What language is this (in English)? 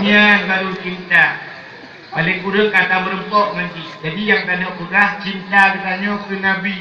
Achinese